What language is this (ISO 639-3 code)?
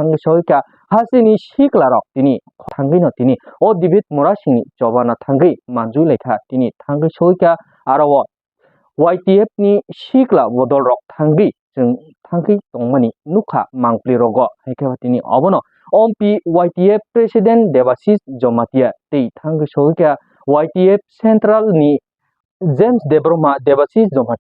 trp